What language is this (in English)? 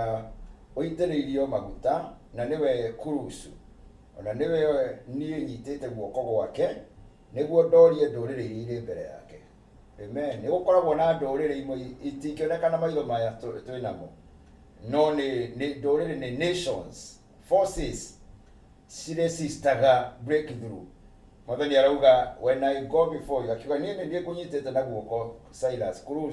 Kikuyu